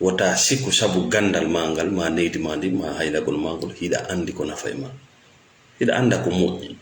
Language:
Fula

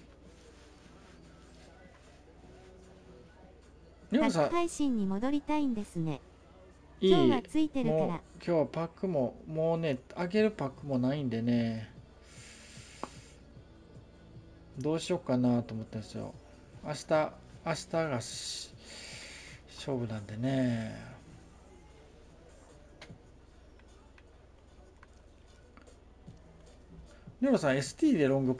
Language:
Japanese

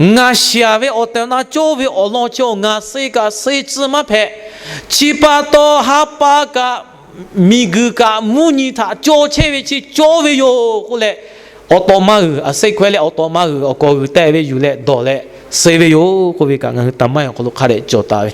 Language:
Lahu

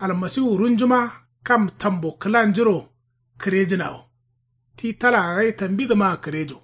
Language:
Kanuri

